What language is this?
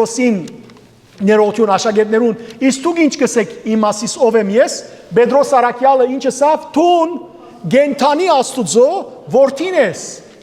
Western Armenian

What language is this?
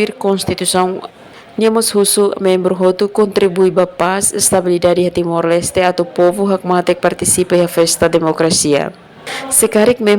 Tetum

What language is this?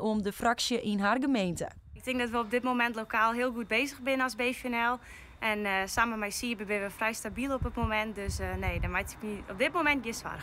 Western Frisian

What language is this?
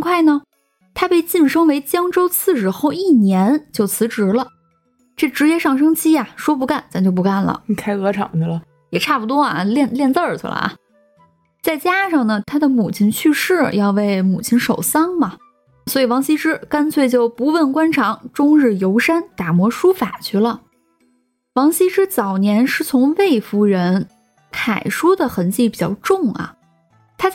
Chinese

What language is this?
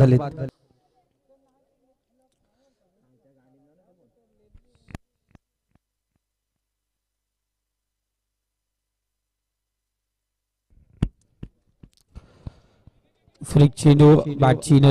Marathi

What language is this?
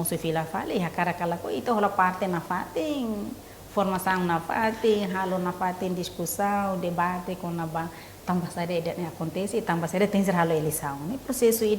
Tetum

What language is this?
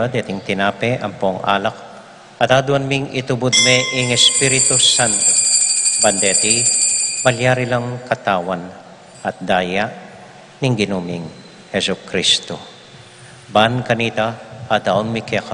Pampanga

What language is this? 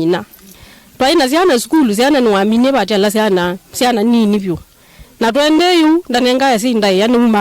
Kamba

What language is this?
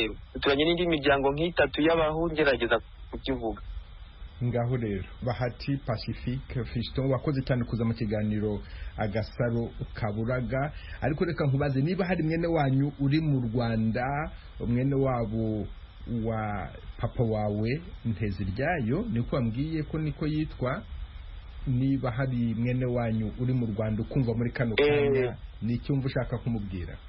Kinyarwanda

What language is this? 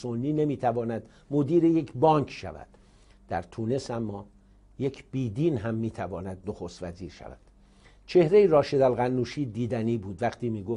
Persian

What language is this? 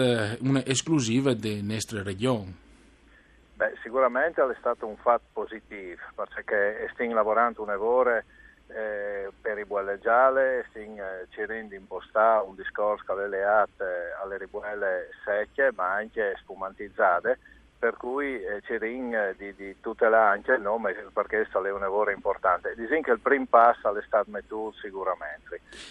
Friulian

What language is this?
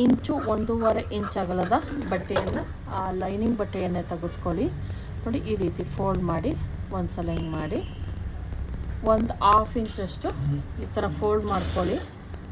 Kannada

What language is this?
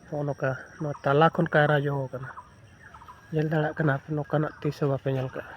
Santali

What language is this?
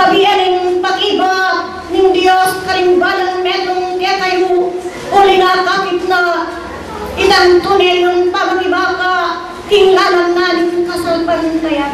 Pampanga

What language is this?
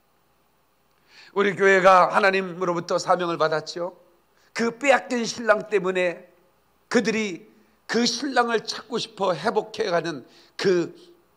Korean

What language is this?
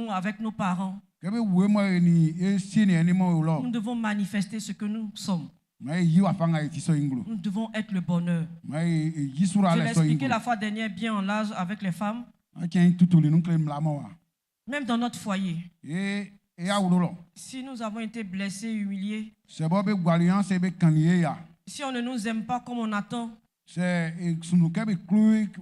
Baoulé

